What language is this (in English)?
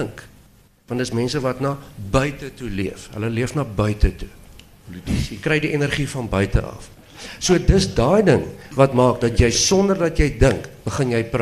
Afrikaans